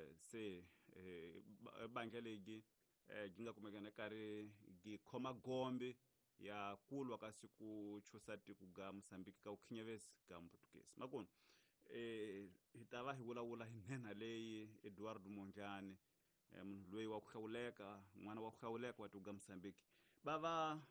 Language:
Tsonga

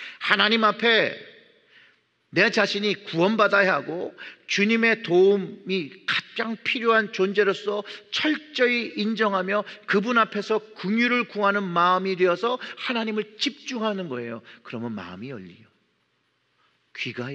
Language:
Korean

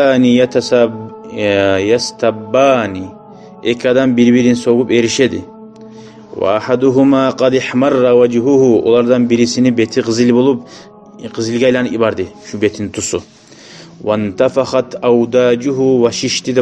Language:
Kumyk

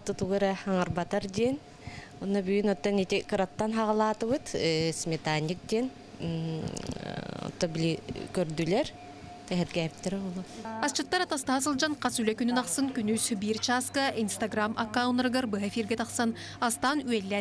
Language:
Yakut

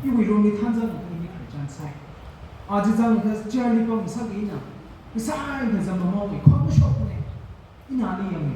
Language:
Tangkhul Naga (India)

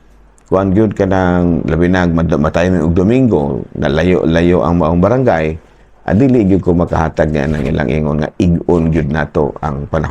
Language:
Cebuano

